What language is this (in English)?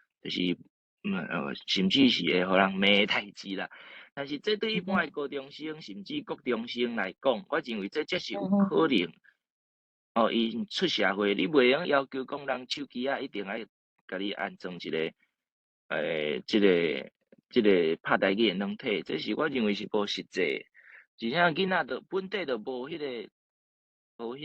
Min Nan Chinese